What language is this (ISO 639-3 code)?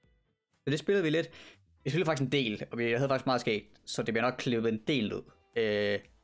dan